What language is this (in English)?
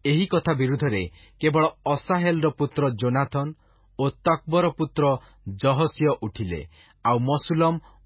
Odia